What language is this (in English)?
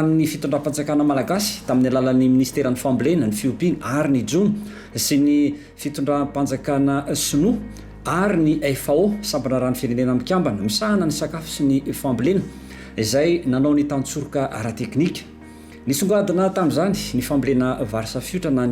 Malagasy